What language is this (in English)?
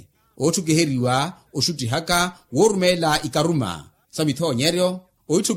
Makhuwa